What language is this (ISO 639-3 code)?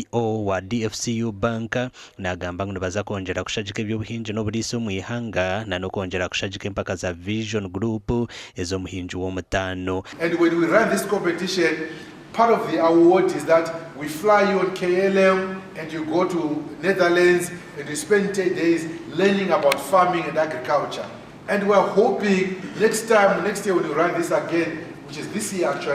nyn